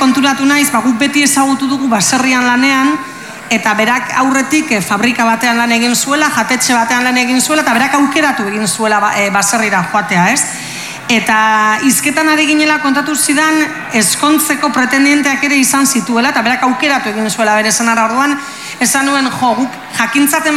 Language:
Basque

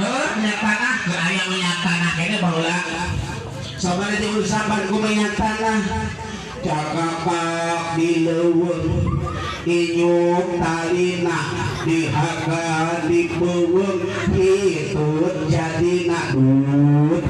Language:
Sundanese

